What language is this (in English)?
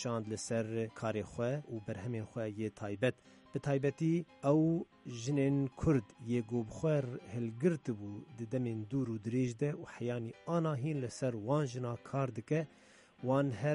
Kurdish